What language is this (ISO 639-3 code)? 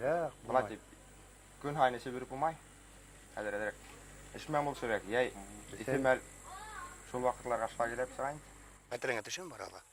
bak